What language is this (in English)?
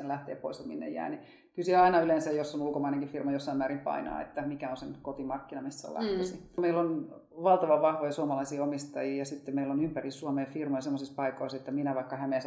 Finnish